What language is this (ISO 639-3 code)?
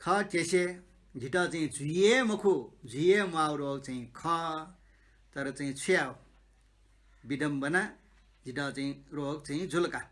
new